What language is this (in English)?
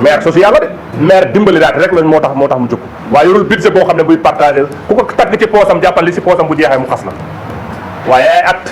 Wolof